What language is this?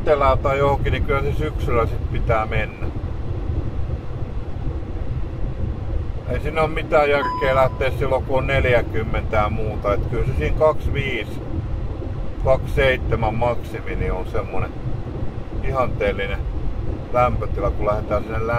Finnish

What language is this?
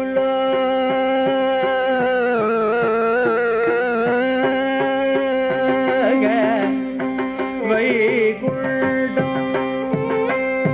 Tamil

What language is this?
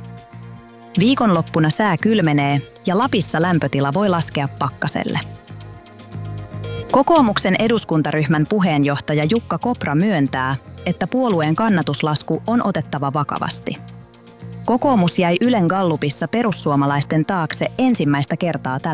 Finnish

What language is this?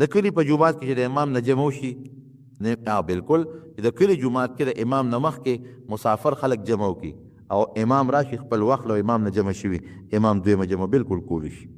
Pashto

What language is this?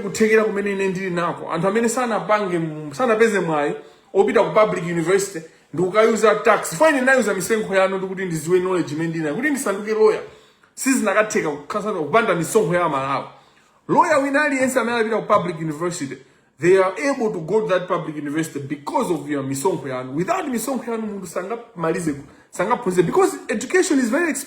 Nyanja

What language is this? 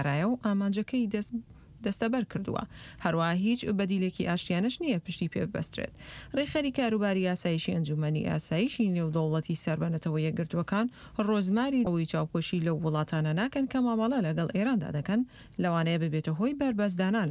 Central Kurdish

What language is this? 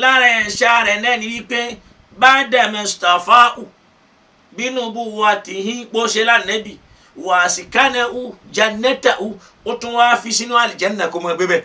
Yoruba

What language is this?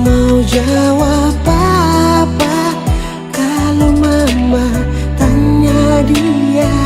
Ambonese Malay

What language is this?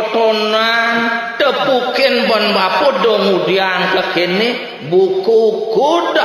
Balinese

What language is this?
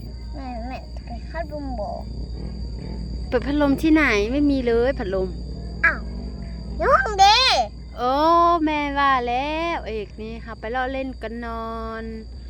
Lao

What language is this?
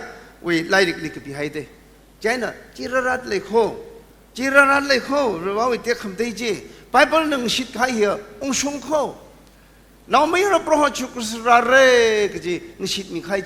Tangkhul Naga (India)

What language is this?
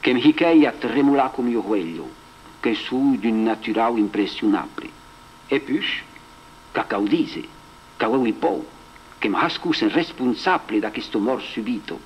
Occitan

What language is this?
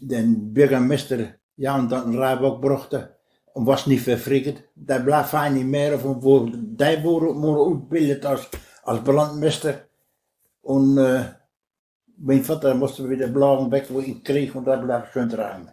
Westphalien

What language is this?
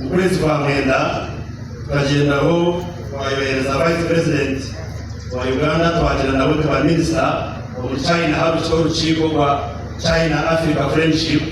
Nyankole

